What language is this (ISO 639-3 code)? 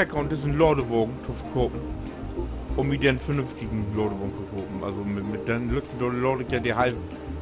nds